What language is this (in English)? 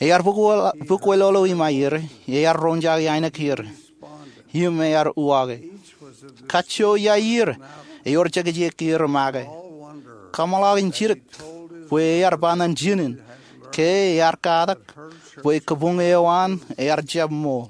Marshallese